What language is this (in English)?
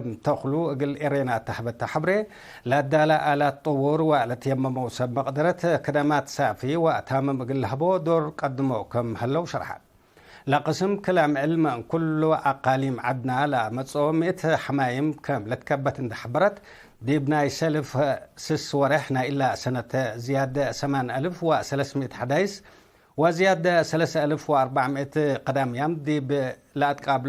Tigre